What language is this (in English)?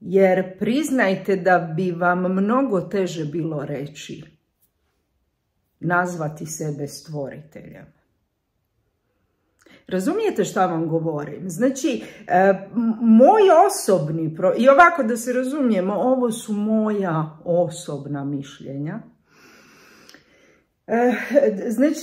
Croatian